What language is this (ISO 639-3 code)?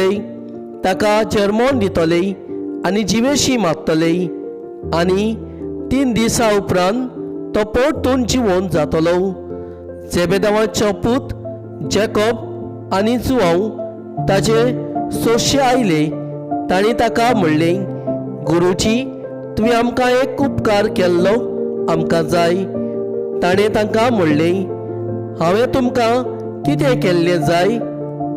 kok